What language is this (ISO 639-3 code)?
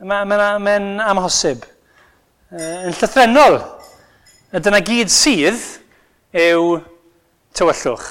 cym